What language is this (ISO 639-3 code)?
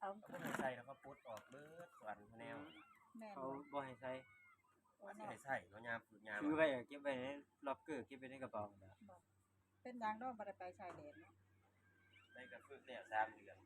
tts